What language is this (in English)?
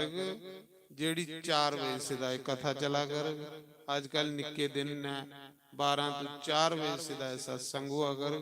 Dogri